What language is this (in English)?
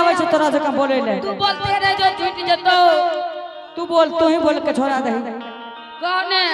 Angika